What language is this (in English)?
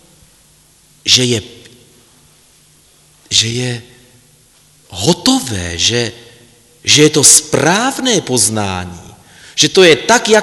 Czech